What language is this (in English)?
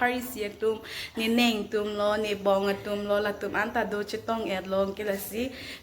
Karbi